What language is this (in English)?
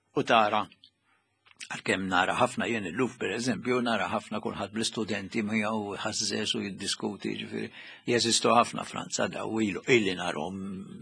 Maltese